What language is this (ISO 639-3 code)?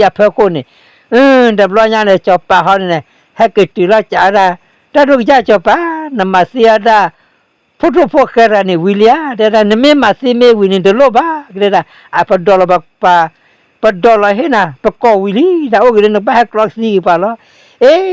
ksw